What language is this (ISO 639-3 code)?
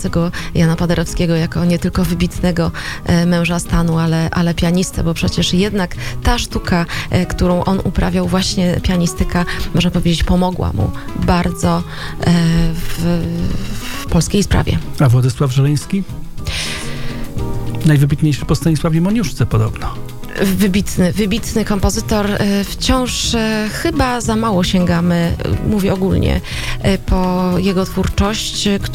pol